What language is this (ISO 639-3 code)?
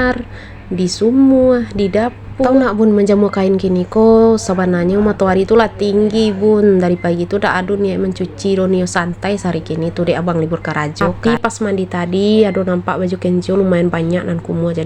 min